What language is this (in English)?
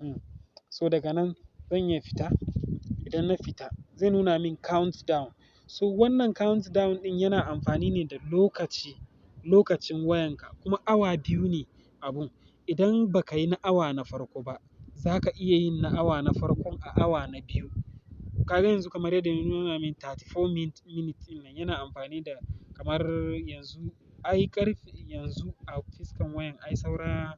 Hausa